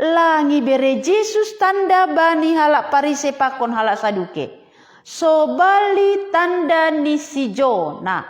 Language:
Batak Simalungun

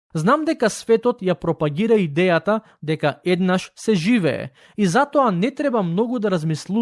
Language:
Macedonian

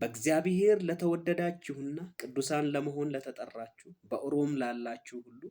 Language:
Amharic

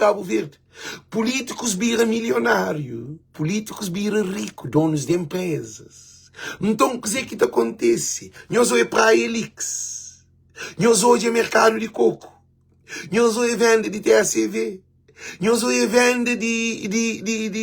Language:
Kabuverdianu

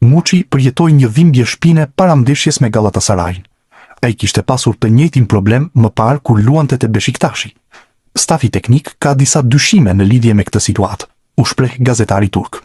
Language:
Albanian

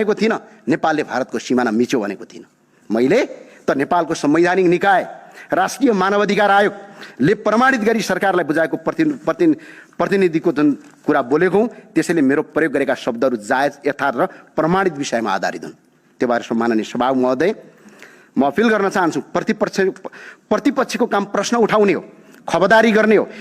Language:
Nepali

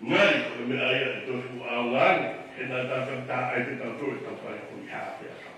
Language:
Tongan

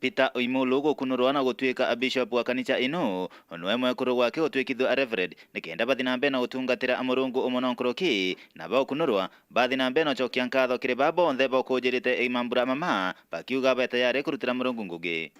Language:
Meru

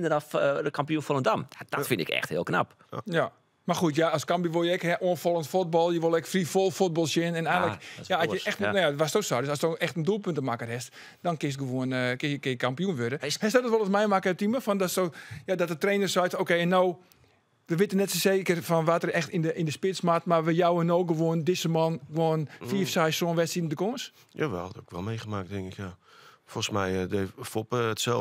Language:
Western Frisian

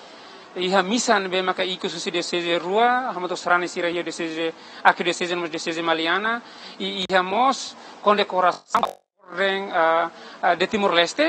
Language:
Tetum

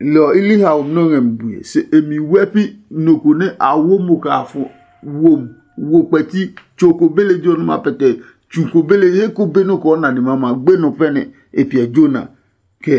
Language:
Adangme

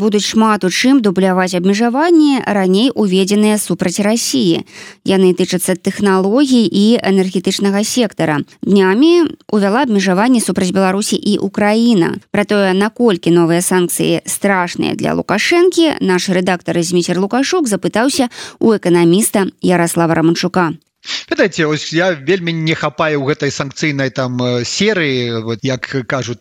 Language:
Belarusian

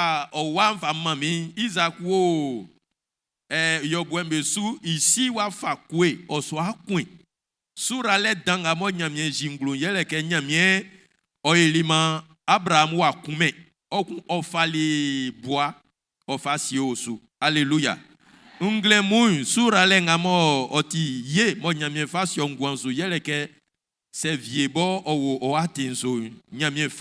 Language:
Baoulé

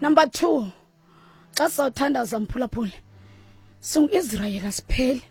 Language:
Xhosa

